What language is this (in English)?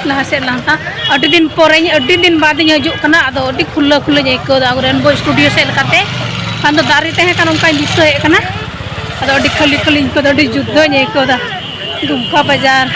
Santali